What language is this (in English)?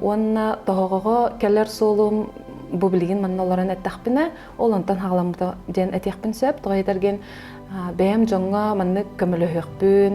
Yakut